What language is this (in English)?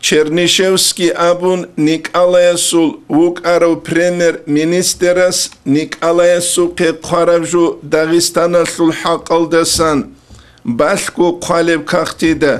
Avaric